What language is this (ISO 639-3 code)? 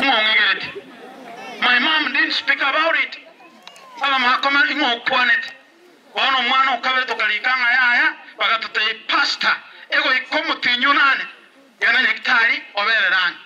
guz